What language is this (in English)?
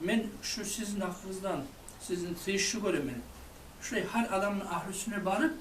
Kumyk